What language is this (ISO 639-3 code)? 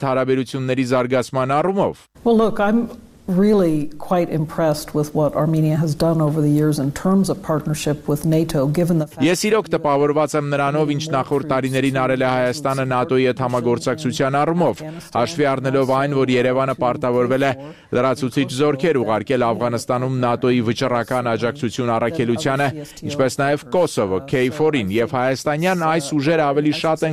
hye